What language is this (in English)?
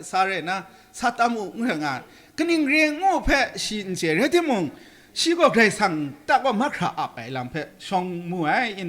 Kachin